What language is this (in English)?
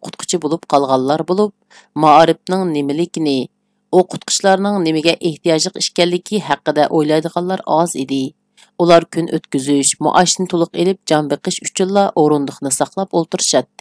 Uyghur